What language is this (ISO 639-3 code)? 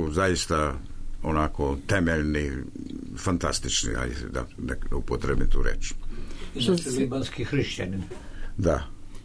srp